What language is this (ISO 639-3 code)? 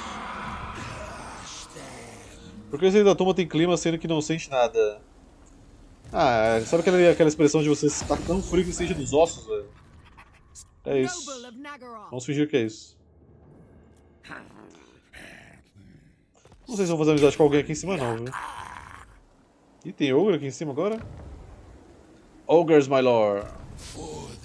por